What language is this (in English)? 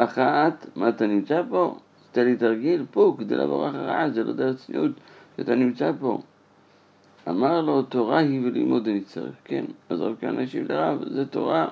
Hebrew